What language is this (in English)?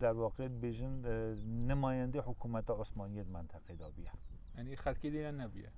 Kurdish